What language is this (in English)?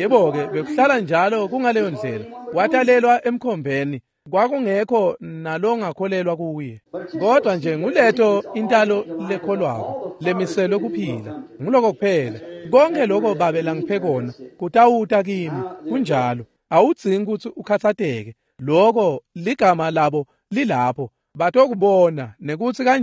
Swati